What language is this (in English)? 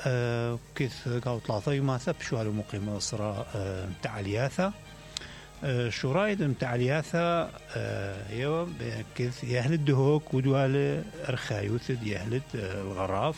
Mesopotamian Arabic